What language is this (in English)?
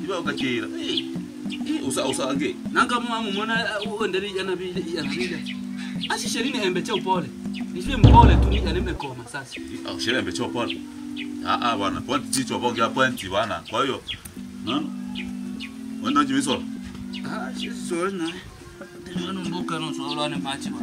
Swahili